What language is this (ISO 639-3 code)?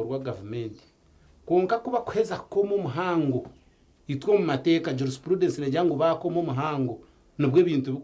nyn